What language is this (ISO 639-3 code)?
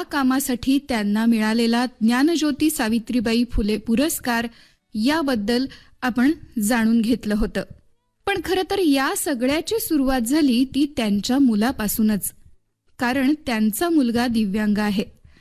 mar